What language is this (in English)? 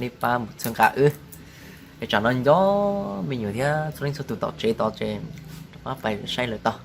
Hmong